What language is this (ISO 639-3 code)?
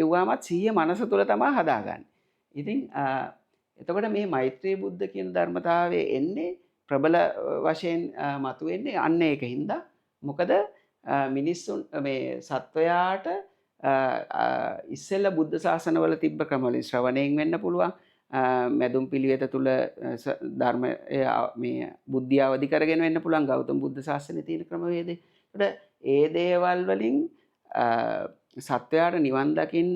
sin